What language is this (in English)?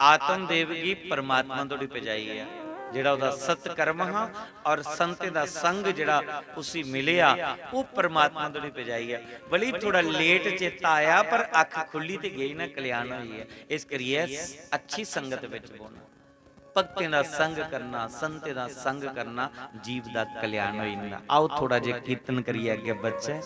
Dogri